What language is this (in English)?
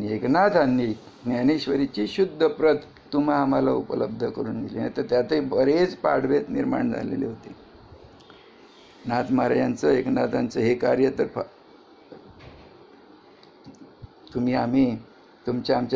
Marathi